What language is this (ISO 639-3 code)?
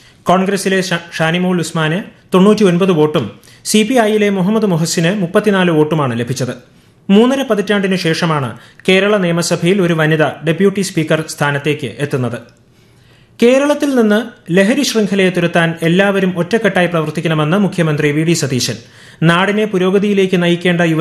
mal